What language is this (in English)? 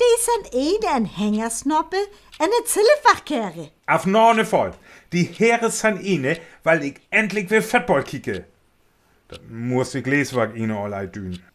Northern Frisian